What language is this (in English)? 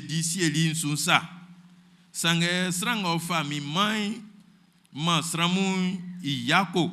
Baoulé